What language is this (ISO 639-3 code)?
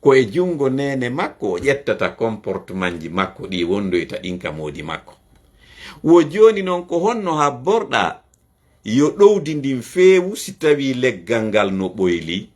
ful